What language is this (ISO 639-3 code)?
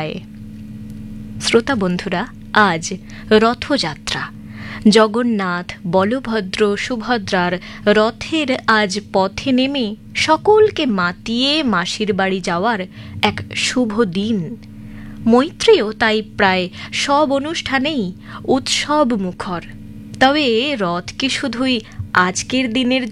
ben